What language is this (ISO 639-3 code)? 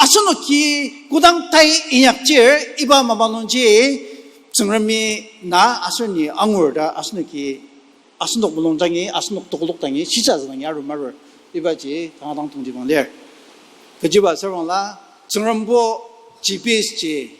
njo